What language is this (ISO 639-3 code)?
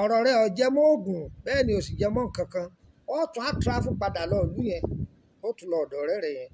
yor